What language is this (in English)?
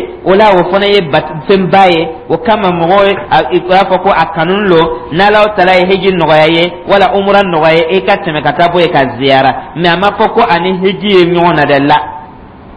Dyula